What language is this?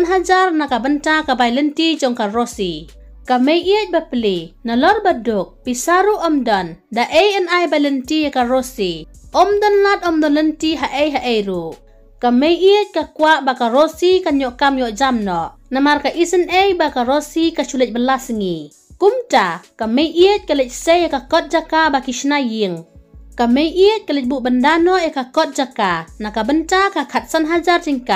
Khasi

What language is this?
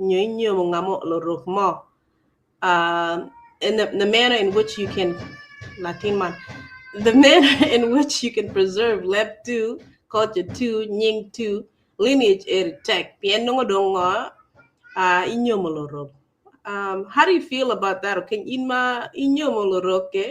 Acoli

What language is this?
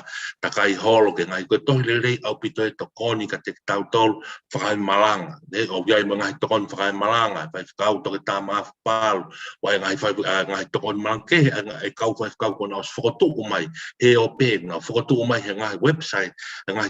Tongan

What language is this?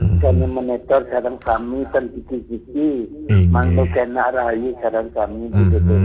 Balinese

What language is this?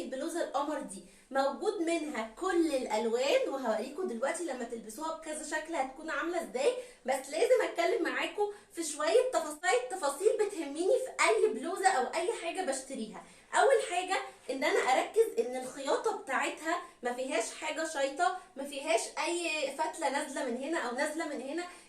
Egyptian Arabic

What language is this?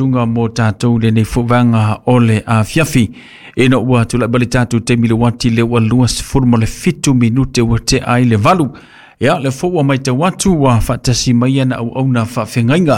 Samoan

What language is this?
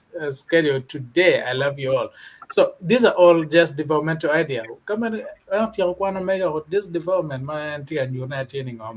Acoli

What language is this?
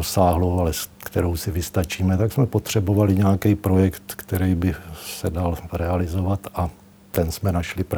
Czech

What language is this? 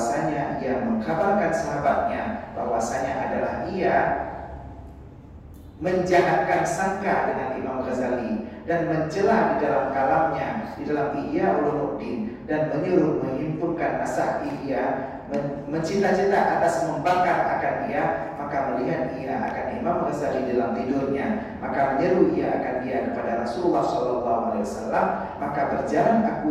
Indonesian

